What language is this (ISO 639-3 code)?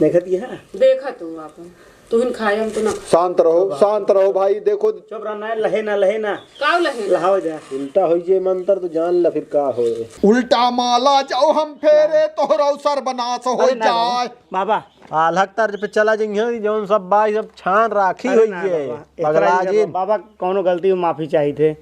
awa